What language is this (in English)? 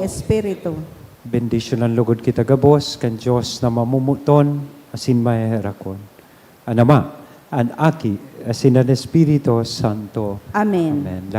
Bikol